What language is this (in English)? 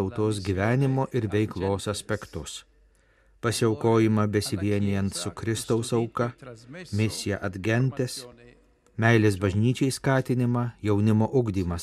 Lithuanian